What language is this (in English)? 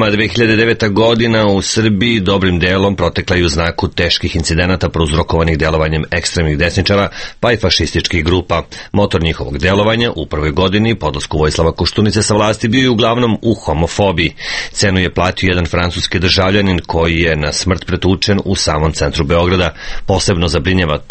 Serbian